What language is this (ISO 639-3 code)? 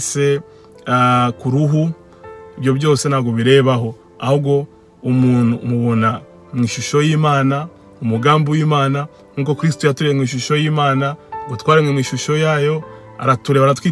kin